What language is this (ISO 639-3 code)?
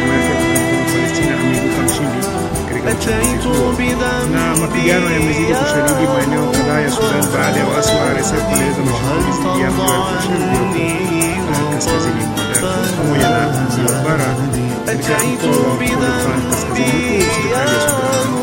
swa